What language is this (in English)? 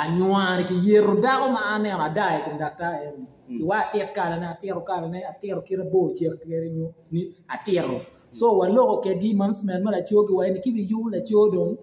Acoli